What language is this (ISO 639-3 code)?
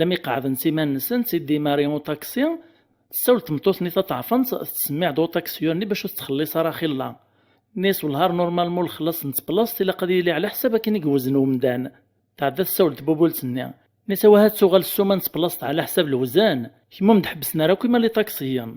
kab